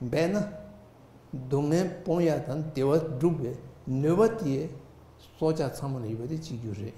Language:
Tibetan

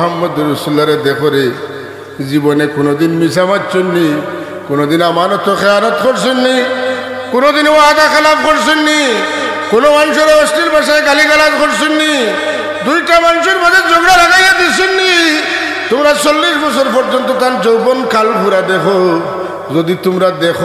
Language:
Sylheti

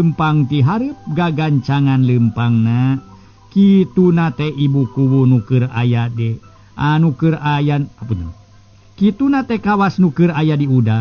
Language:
Sundanese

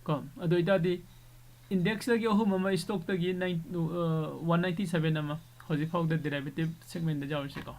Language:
Manipuri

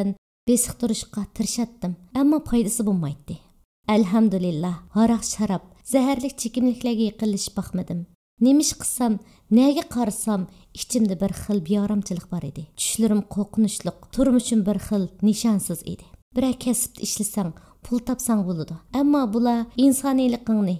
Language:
Uyghur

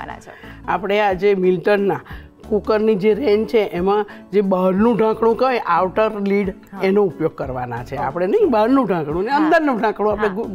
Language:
Gujarati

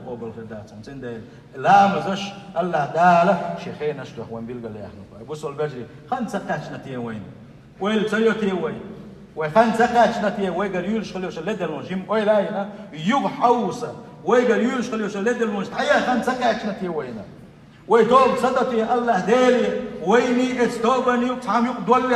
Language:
Chechen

